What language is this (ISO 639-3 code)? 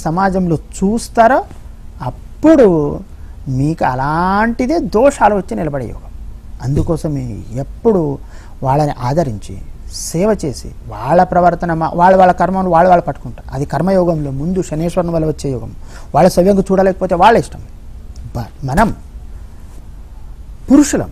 tel